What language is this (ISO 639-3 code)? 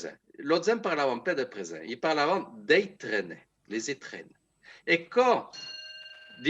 oci